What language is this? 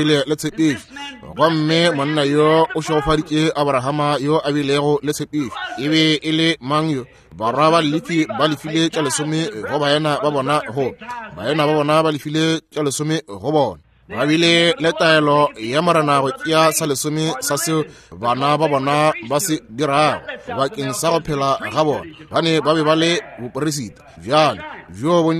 Northern Sotho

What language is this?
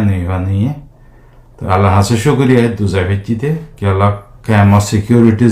Rohingya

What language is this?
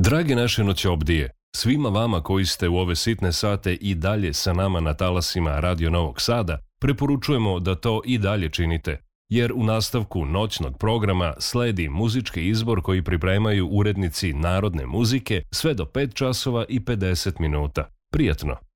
Serbian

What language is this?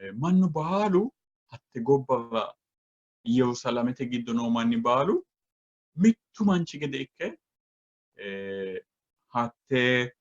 Sidamo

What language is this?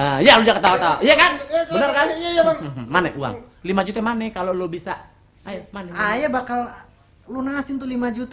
Betawi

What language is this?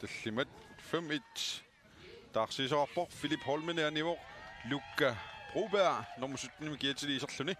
Kalaallisut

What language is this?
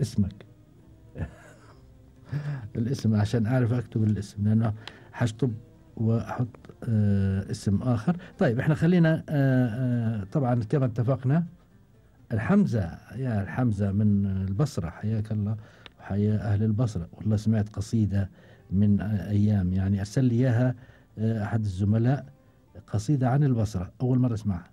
Gulf Arabic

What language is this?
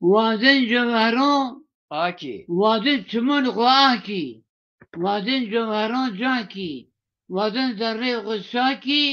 Zaza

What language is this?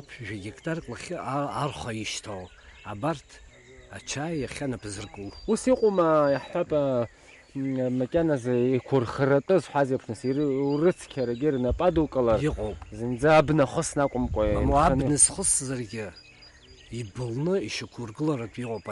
Abkhazian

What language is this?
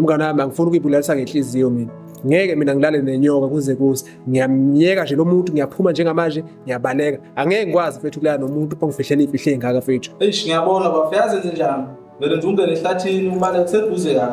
Zulu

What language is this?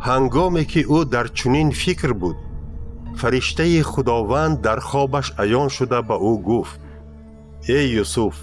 Tajik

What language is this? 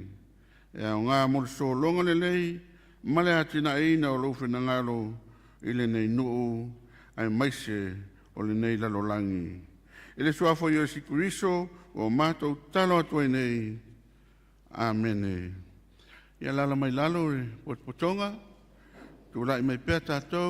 Samoan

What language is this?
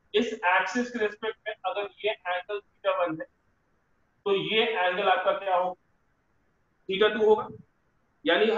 Hindi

